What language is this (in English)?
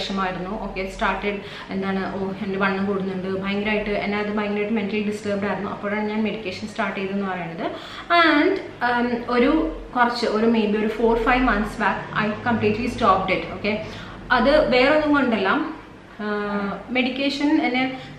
Malayalam